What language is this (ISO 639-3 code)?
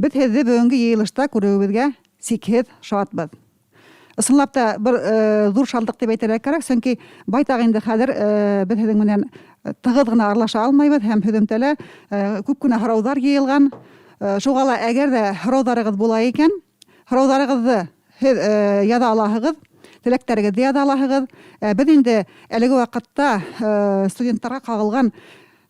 bak